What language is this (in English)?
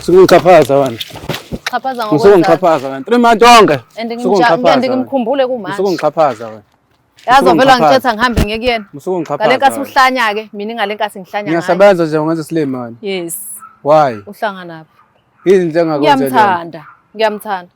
Zulu